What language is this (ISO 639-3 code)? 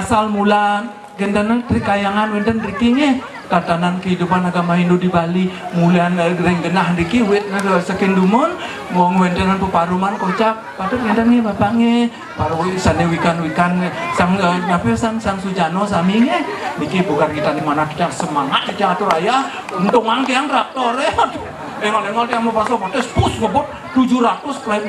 ban